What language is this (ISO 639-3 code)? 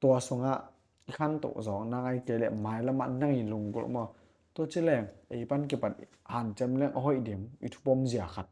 ctd